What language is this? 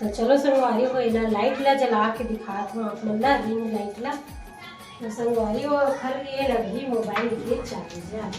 Chhattisgarhi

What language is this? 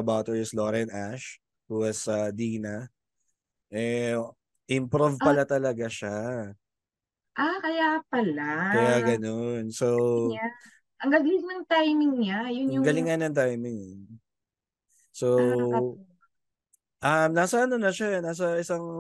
Filipino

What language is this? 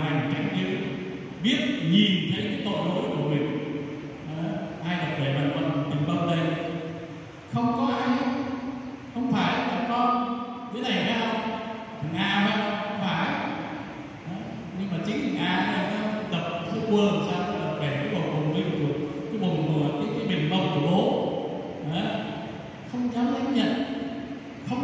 Vietnamese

